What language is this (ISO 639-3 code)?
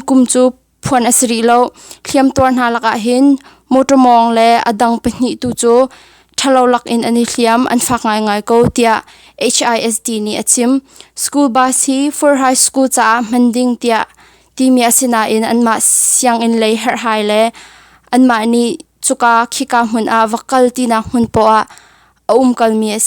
cnh